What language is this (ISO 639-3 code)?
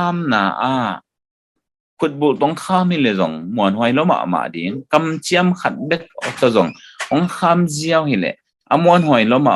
ctd